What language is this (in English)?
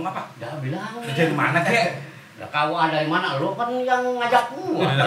Betawi